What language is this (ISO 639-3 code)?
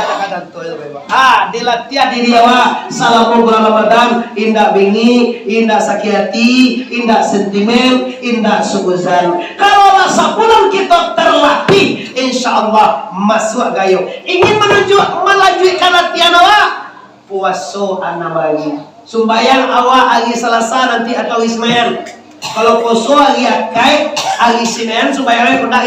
min